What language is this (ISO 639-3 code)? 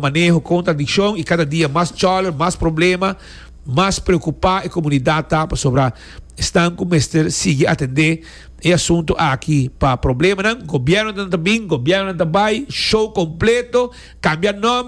pap